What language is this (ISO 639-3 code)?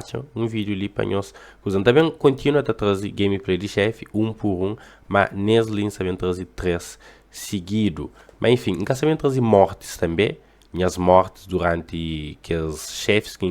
kea